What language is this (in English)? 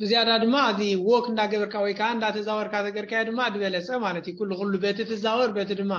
Tigrinya